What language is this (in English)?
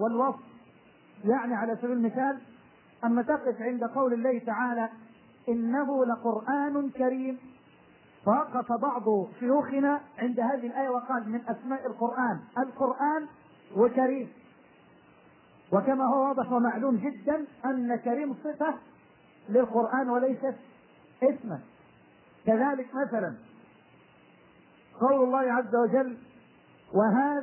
Arabic